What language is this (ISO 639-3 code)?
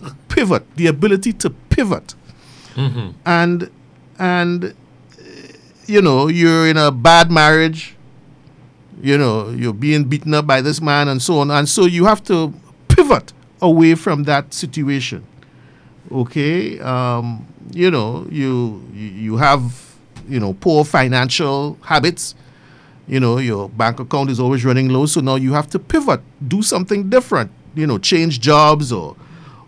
eng